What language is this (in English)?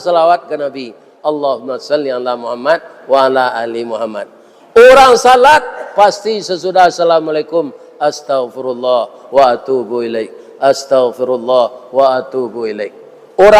Minangkabau